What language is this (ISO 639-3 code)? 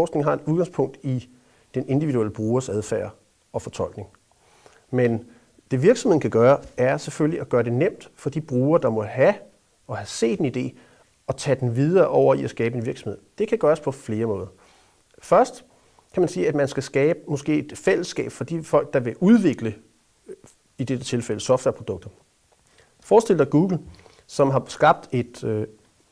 dan